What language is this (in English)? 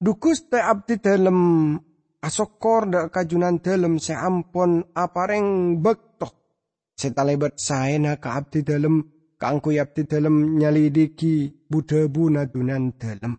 Madurese